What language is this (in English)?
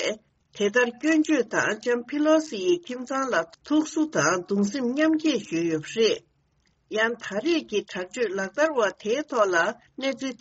Tibetan